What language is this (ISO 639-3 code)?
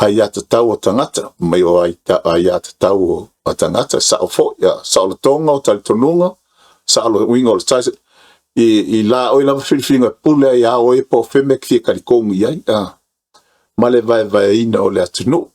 smo